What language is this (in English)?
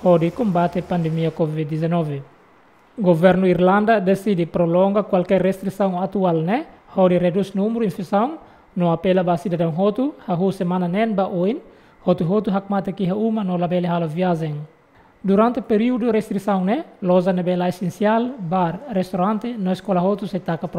Tetum